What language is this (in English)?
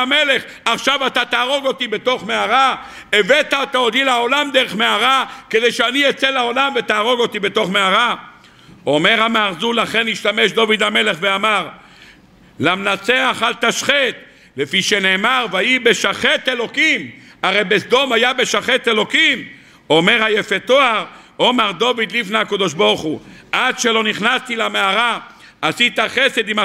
Hebrew